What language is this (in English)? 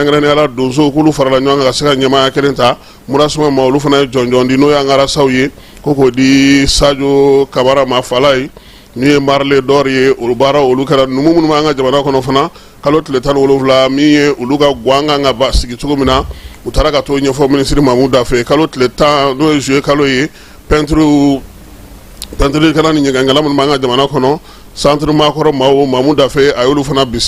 Bambara